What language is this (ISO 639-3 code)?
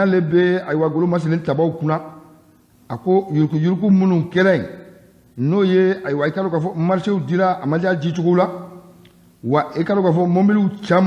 bam